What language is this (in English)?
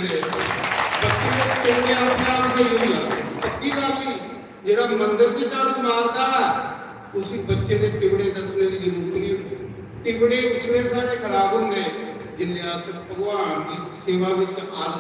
Dogri